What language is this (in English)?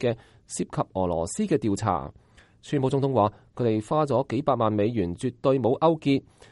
Cantonese